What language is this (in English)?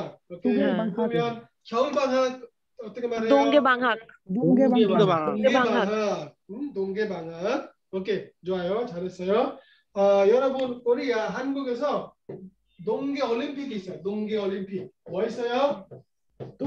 Korean